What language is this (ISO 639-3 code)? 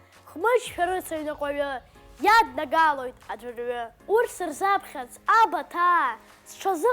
abk